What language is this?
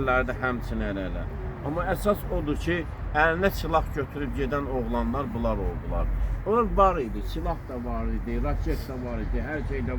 Azerbaijani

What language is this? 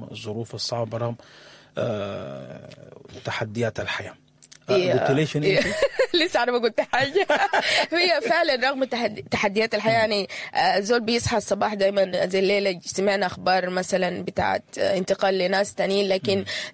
Sudanese Arabic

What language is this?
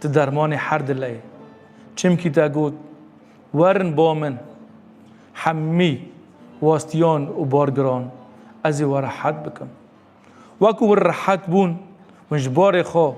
Kurdish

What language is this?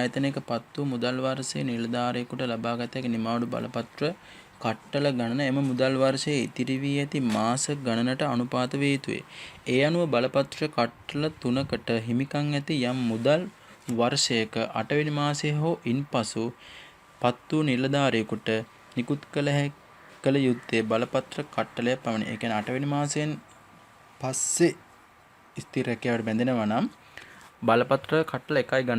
Sinhala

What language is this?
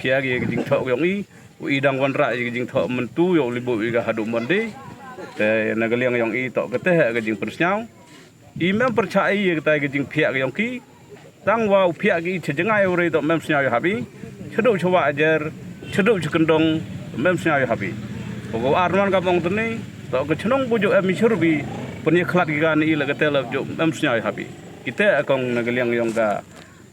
Pnar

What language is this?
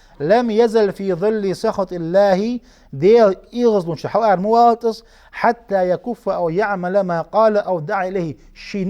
Ingush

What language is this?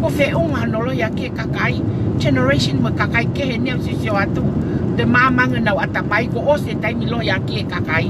Tongan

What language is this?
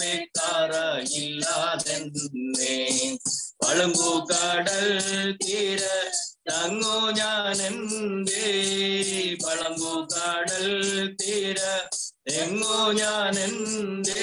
Malayalam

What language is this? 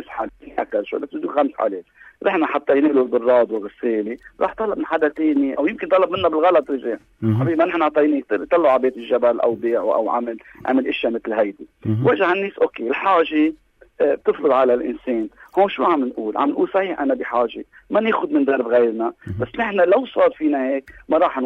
North Levantine Arabic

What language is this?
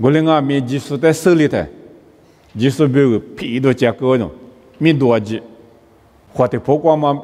Lisu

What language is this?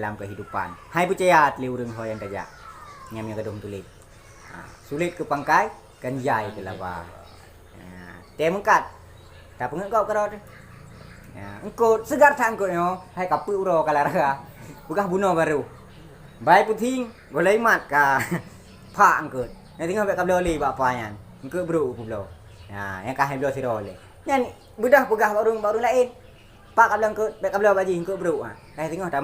Achinese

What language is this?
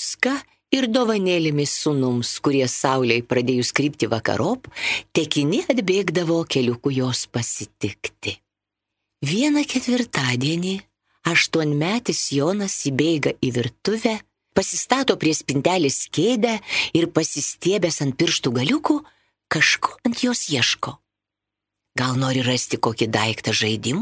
Lithuanian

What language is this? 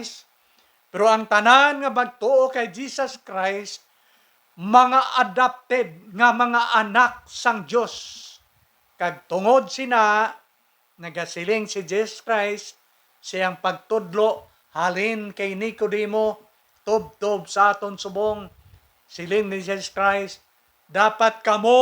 Hiligaynon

